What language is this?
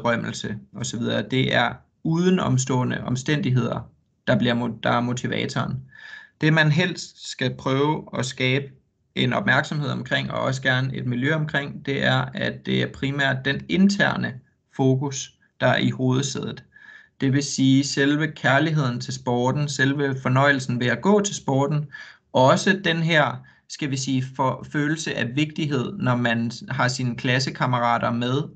Danish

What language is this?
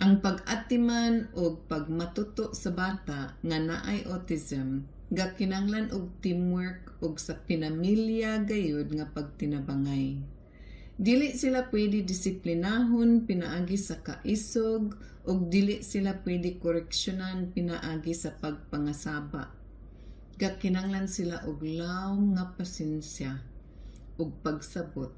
Cebuano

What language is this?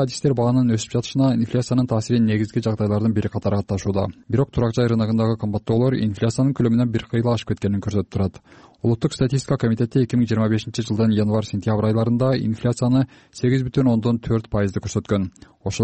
Kyrgyz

